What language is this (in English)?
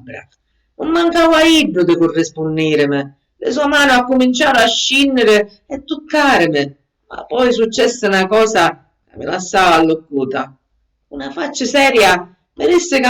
Sicilian